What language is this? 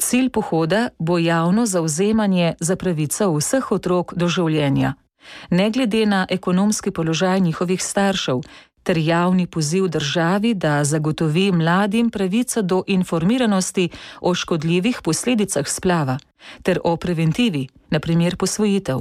Slovenian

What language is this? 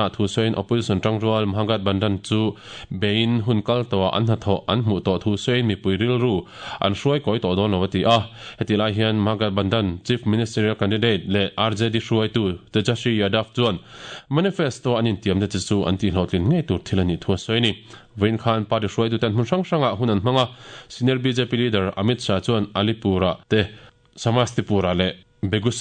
Mizo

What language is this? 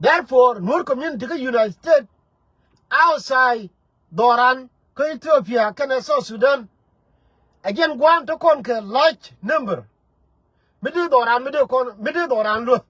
Nuer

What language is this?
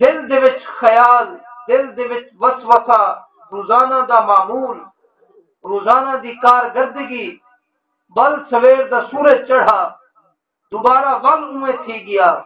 Saraiki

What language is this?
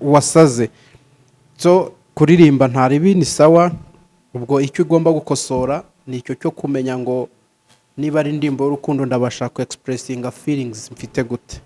Kinyarwanda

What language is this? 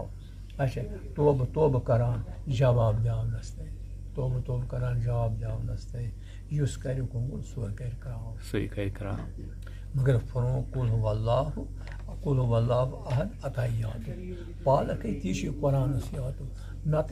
Kashmiri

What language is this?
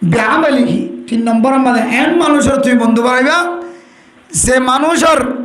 Rohingya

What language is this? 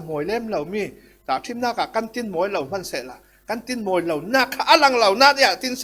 Falam Chin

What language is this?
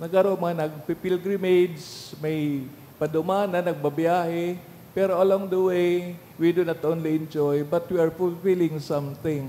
Bikol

